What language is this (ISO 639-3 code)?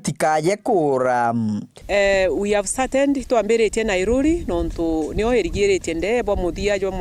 mer